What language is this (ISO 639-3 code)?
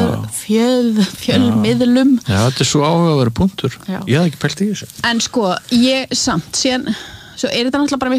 isl